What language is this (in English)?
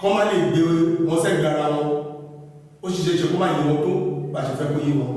Yoruba